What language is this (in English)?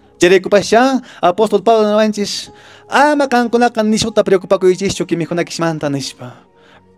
Quechua